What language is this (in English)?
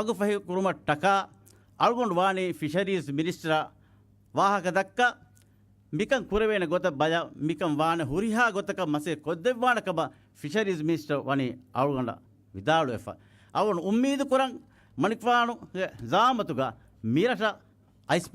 Divehi